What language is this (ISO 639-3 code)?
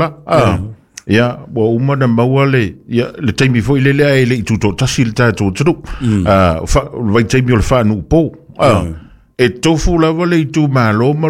smo